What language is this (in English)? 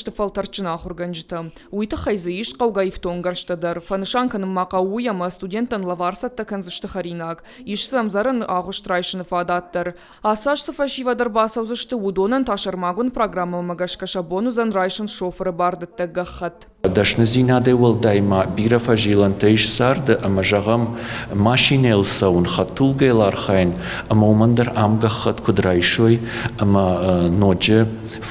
Ossetic